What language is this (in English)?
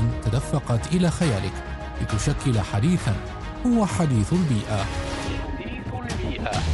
Arabic